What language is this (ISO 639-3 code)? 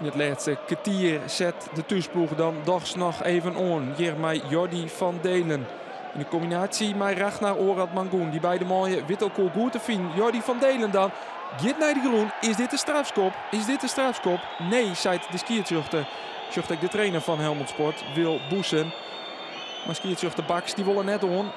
fry